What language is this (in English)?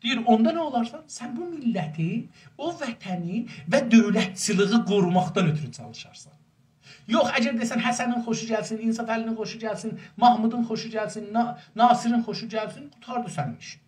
South Azerbaijani